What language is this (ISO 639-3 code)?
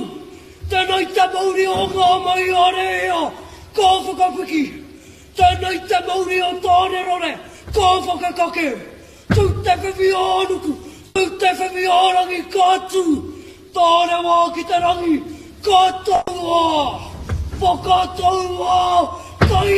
mri